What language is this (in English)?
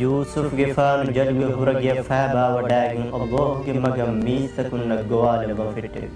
Divehi